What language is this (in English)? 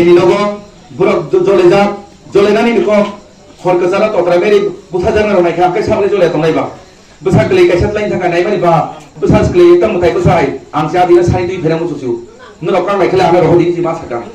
Kok Borok